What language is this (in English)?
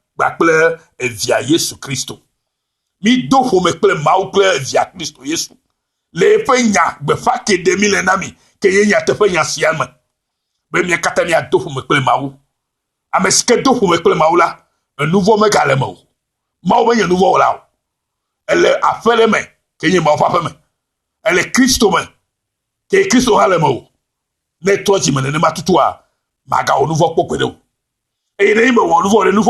Ewe